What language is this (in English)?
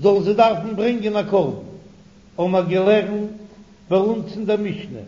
Yiddish